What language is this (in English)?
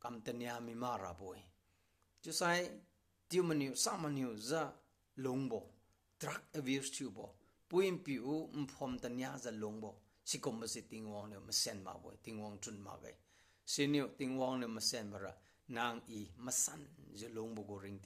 Liangmai Naga